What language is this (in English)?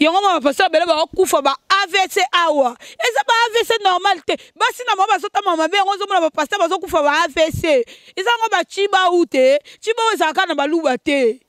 Lingala